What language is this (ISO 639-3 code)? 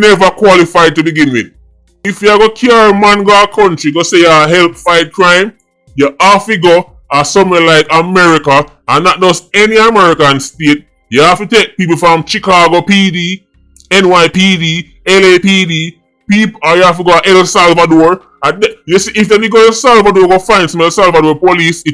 jam